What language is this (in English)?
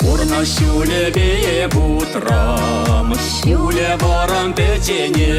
Chuvash